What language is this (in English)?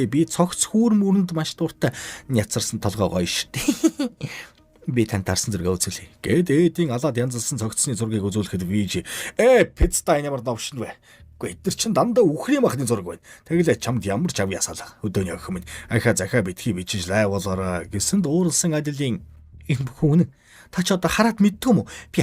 Mongolian